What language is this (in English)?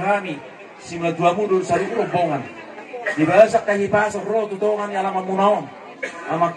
Batak Toba